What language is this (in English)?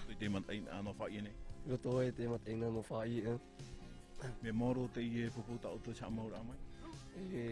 Tahitian